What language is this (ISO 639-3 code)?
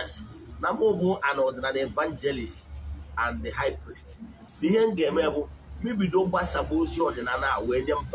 ibo